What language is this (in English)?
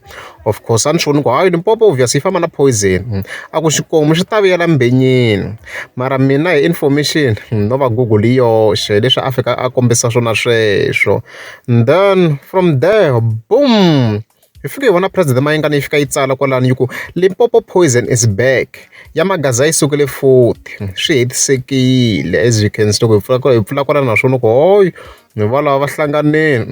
Tsonga